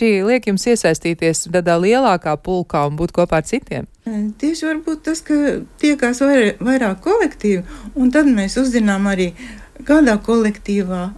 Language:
Latvian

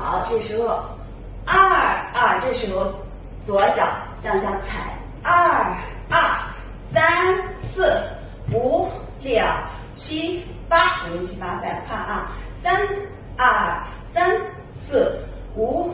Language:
Chinese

